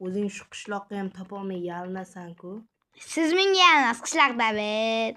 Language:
Uzbek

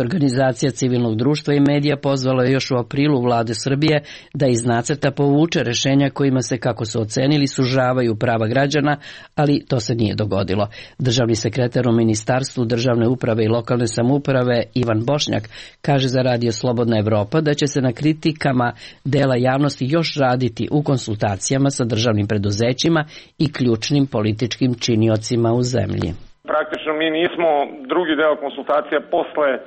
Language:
Serbian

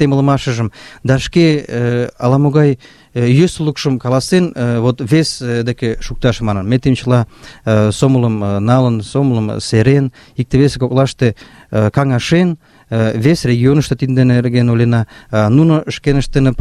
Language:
Mari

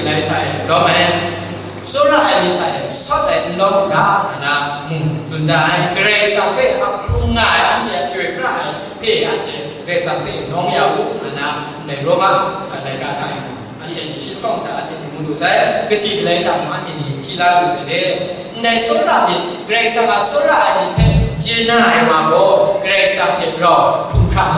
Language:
Kachin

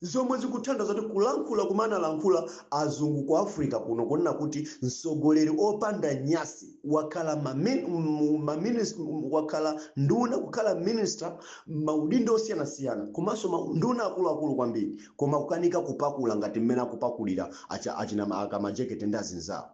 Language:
Nyanja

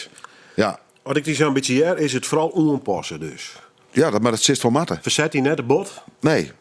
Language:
Western Frisian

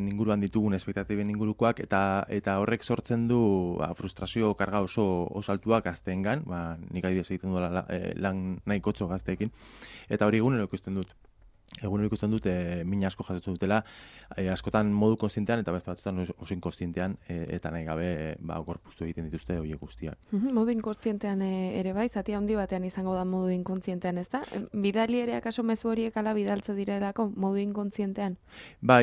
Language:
Basque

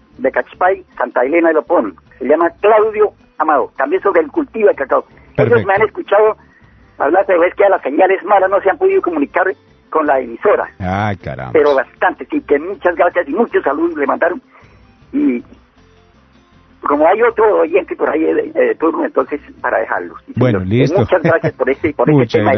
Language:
Spanish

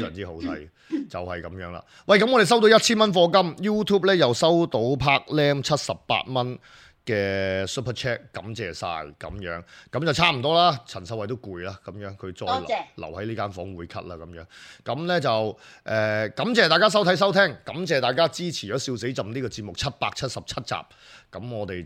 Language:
Cantonese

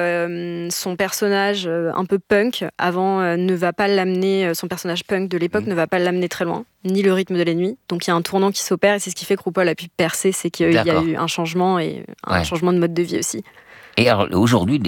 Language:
French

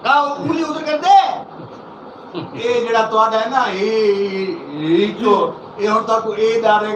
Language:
Saraiki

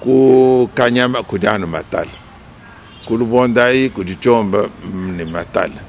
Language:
Luba-Lulua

